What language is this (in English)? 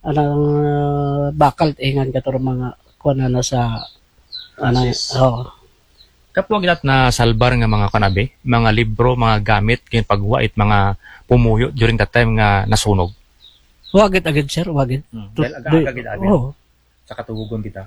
Aklanon